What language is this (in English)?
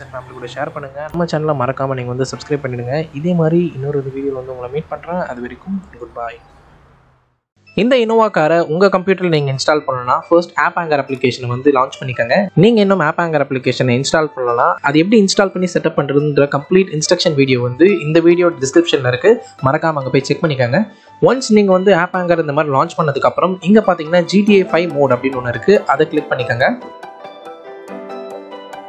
Tamil